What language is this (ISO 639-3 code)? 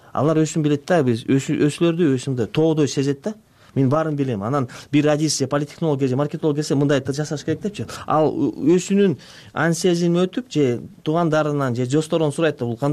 kir